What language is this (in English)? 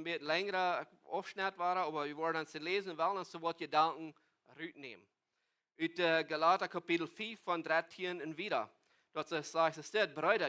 Plautdietsch